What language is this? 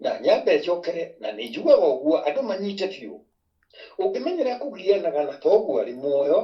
Kikuyu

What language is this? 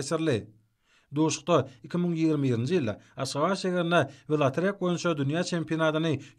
Turkmen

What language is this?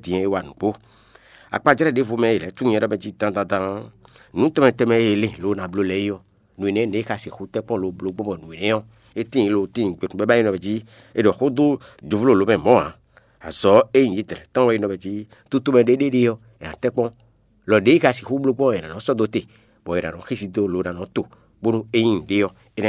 Fon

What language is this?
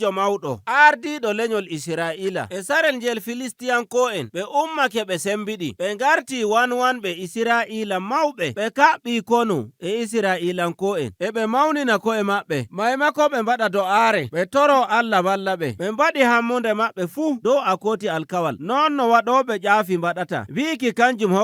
Nigerian Fulfulde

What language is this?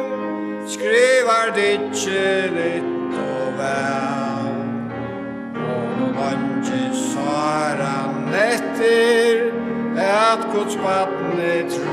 Faroese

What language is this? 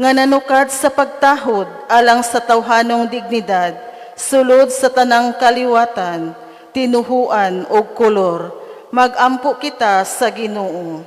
Cebuano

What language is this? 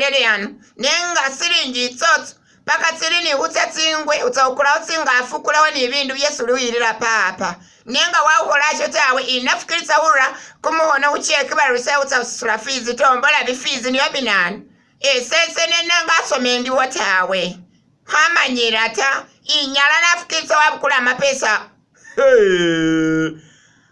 Masaaba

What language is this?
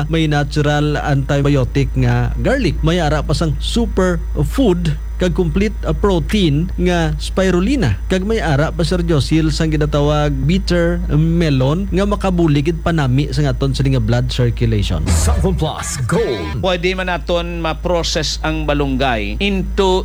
Hiligaynon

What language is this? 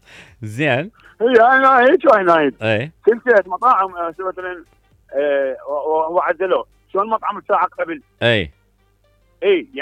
Mesopotamian Arabic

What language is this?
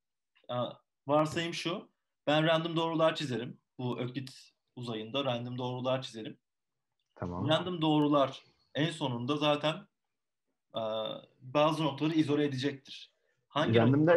Turkish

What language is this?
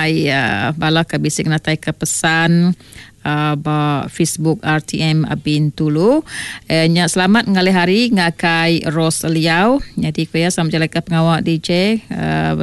Iban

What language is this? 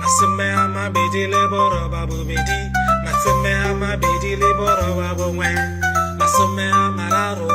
Tswana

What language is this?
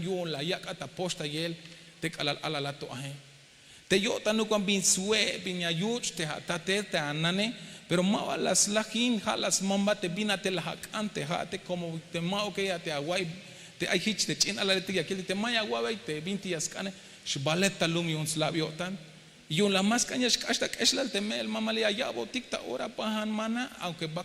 Tzeltal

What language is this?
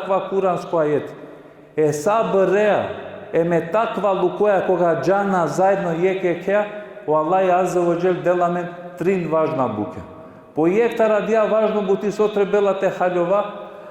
Balkan Romani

